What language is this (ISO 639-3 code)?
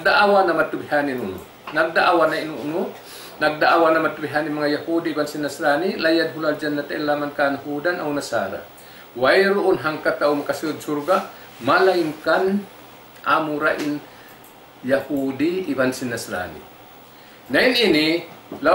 tsg